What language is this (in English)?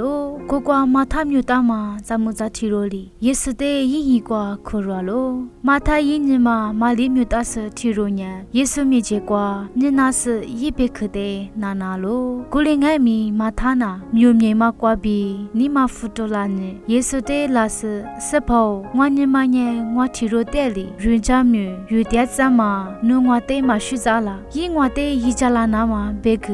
Lisu